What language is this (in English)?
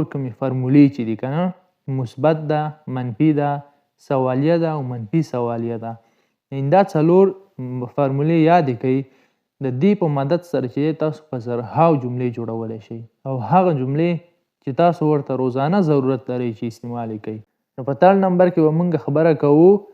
Pashto